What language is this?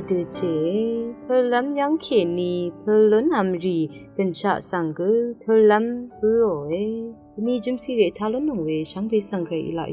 Rawang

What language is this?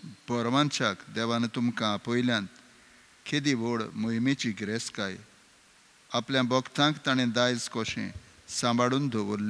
Konkani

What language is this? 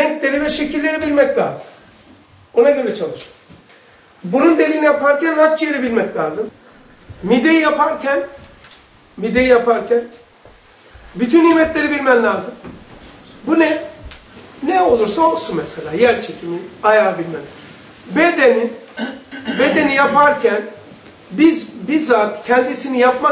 Turkish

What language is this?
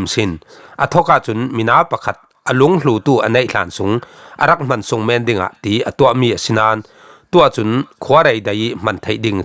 Falam Chin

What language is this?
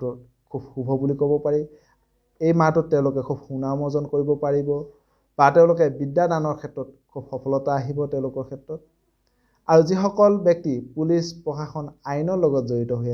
Assamese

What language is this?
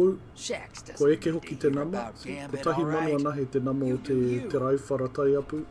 Māori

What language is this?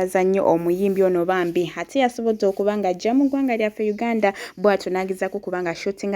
Ganda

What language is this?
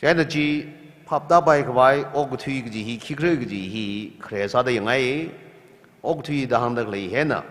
Tangkhul Naga (India)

